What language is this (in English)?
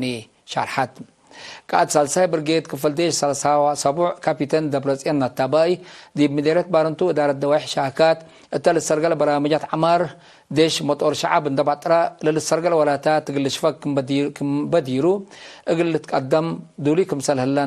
Tigre